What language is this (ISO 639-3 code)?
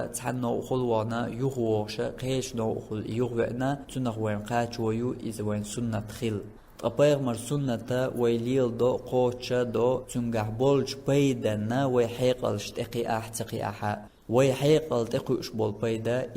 che